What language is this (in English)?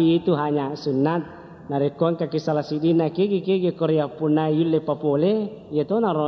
Buginese